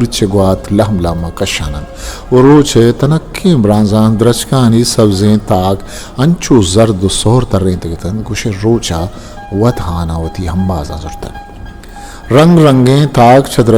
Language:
Eastern Balochi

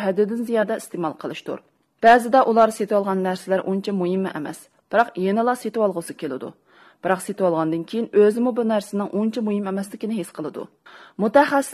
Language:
Uyghur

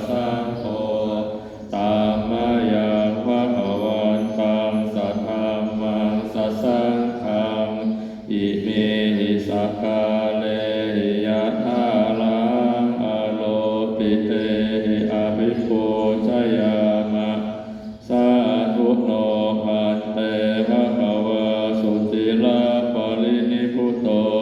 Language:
Pali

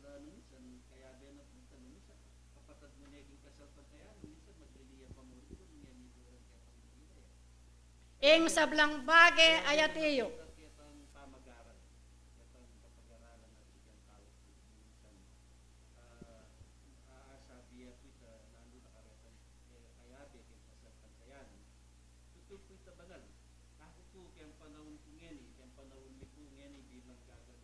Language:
Pampanga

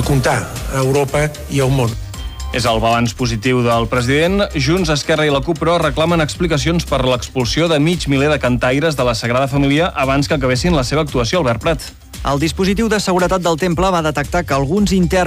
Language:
Catalan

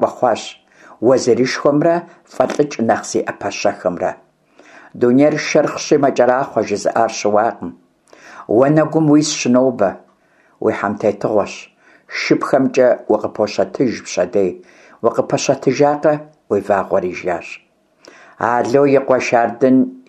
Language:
Kabardian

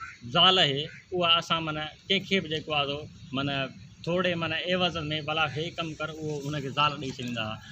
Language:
Sindhi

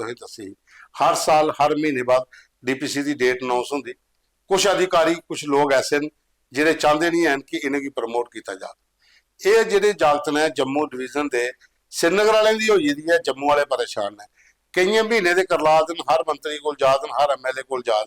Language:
Dogri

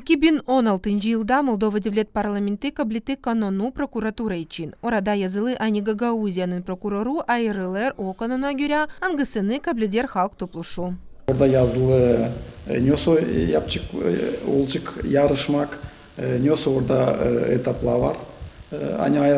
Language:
Gagauz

